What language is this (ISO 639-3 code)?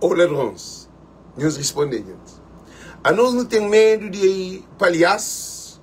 kea